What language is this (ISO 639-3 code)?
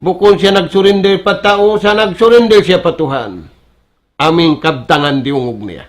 tsg